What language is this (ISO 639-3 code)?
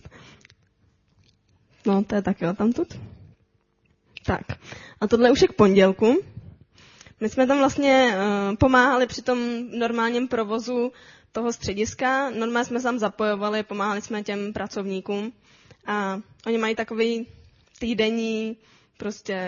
ces